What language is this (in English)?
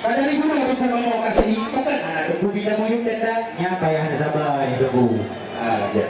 Achinese